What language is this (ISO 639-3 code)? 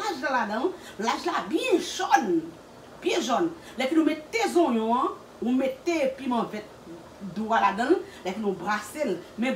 hat